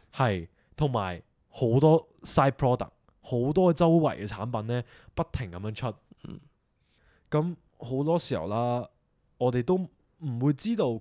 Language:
Cantonese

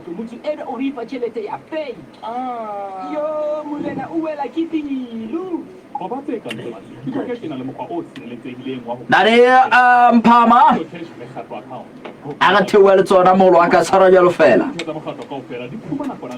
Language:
Southern Sotho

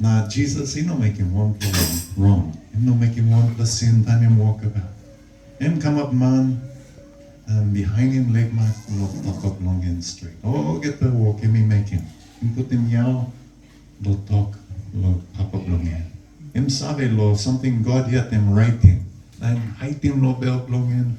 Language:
Tok Pisin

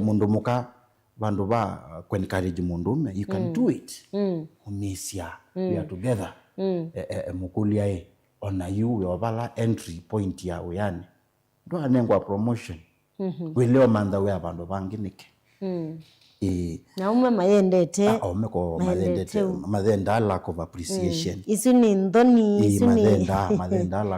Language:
Kamba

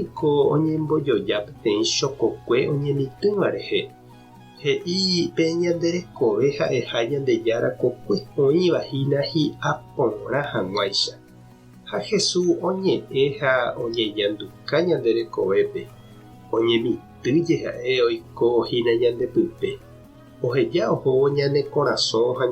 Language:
Guarani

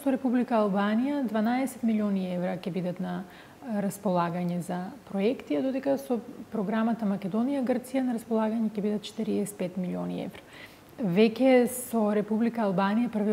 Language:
Macedonian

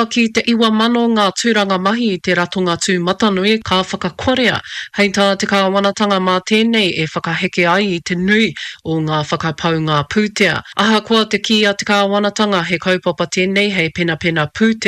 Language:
Māori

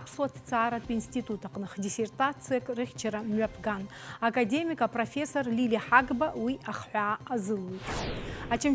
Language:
Abkhazian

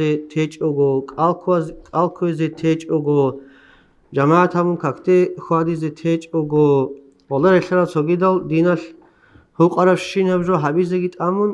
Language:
Avaric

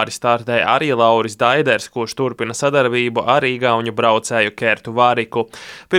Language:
Latvian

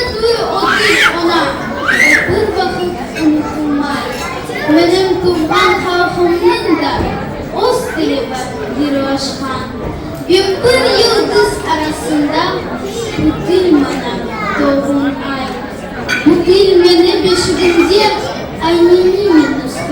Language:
Crimean Tatar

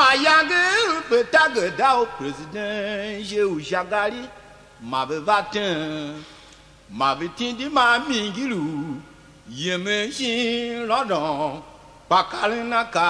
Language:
Tiv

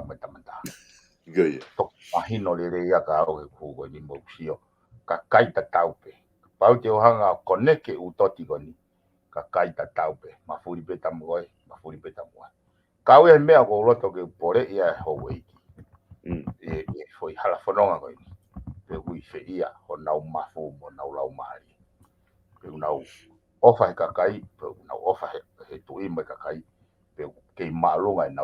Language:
Tongan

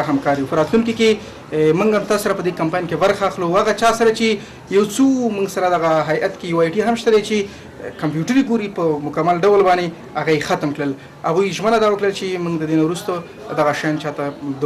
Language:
Pashto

